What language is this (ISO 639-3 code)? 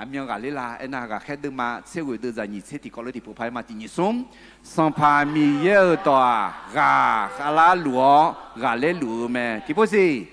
ahk